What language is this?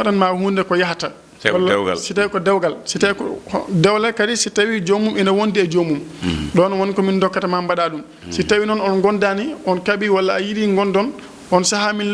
Fula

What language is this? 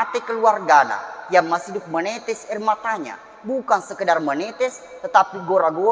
Buginese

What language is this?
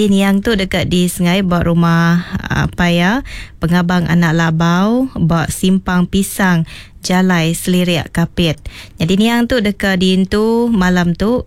Iban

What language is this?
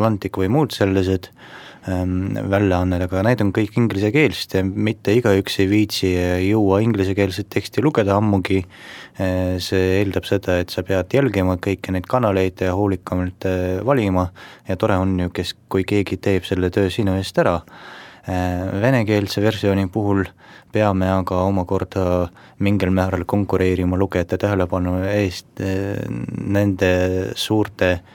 Estonian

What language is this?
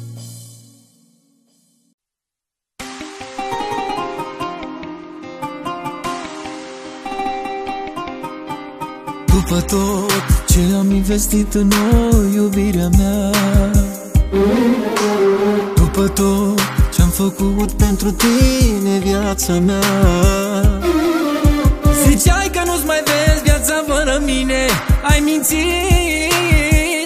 Romanian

